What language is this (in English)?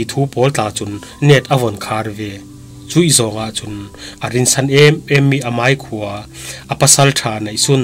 Falam Chin